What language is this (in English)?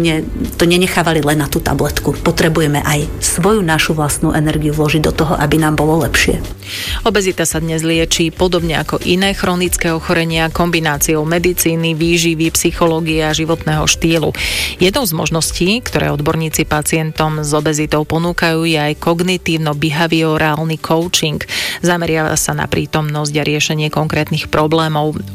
Slovak